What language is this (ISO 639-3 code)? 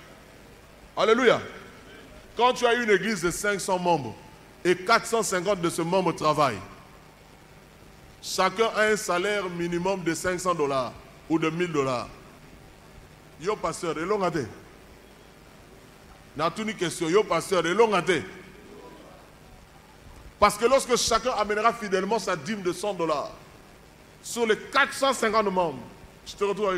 fra